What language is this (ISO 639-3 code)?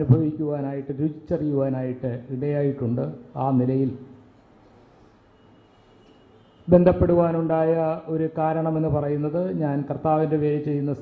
mal